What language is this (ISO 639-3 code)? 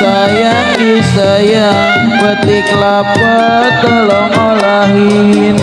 bew